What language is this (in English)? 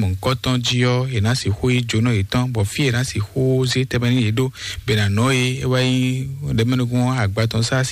Fon